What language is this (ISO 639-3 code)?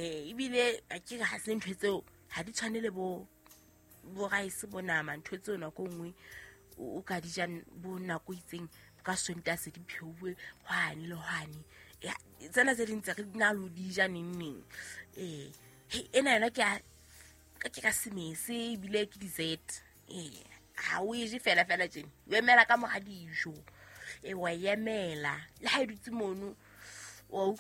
sot